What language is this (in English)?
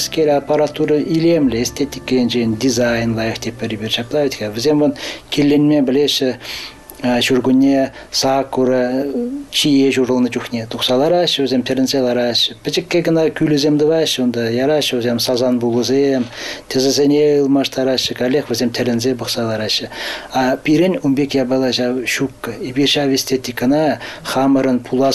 Chuvash